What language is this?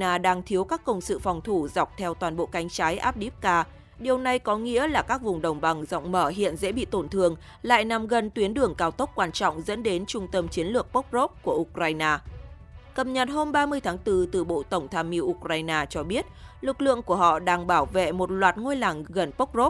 Vietnamese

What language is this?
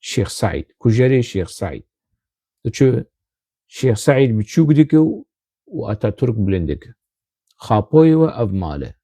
Kurdish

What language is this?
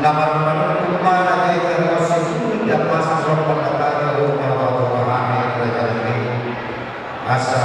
Batak Toba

